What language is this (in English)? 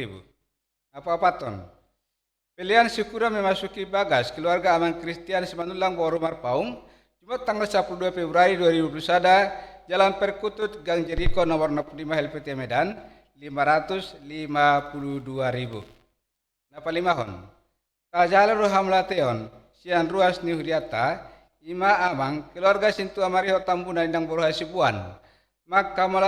Batak Toba